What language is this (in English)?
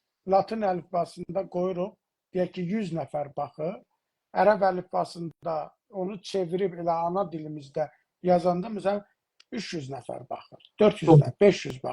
South Azerbaijani